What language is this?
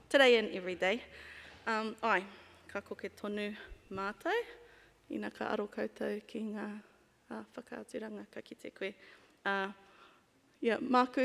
Māori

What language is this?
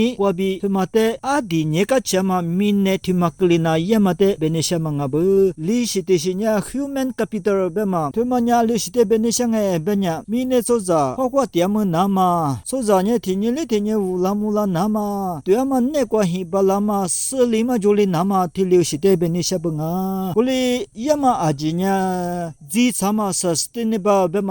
Lisu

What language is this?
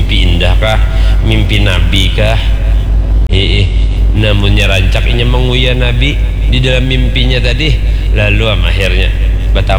Banjar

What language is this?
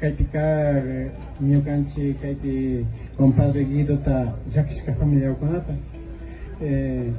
Imbabura Highland Quichua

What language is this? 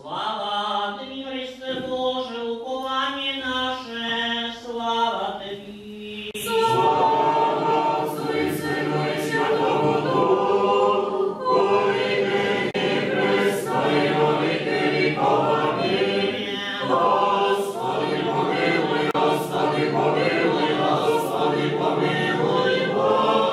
Rusyn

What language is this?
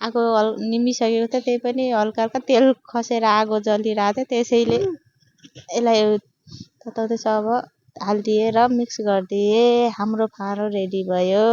Nepali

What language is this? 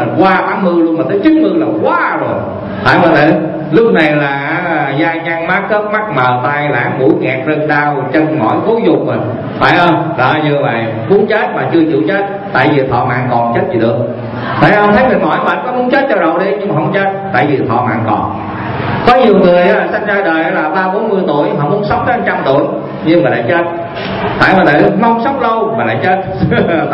Vietnamese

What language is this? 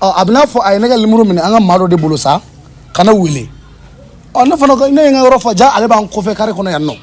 Bambara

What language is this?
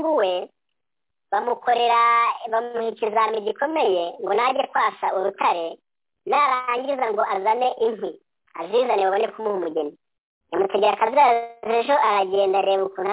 Kinyarwanda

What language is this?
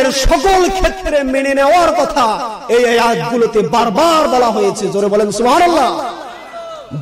Bangla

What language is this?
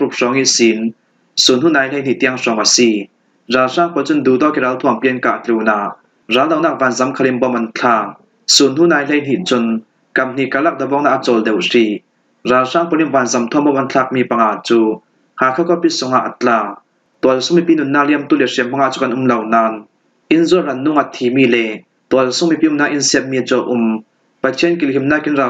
Falam Chin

